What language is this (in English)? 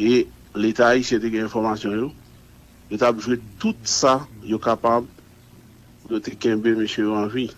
Haitian Creole